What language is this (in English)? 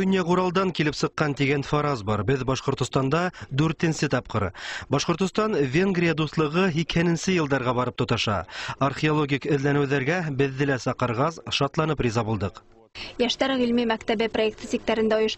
Bashkir